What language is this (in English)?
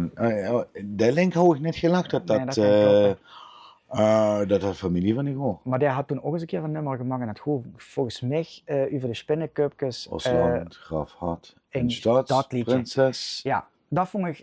Limburgish